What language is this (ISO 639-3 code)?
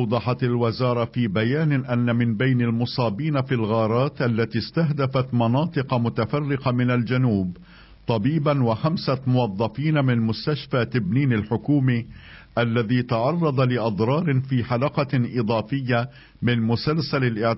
ara